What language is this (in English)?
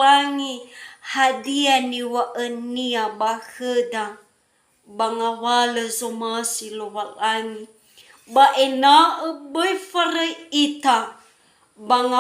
Nias